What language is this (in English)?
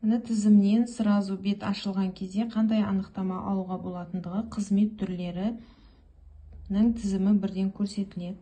Kazakh